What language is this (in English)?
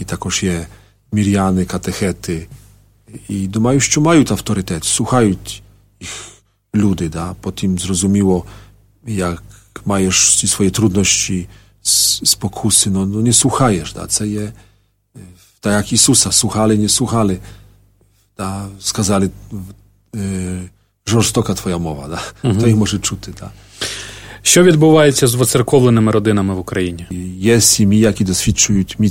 Ukrainian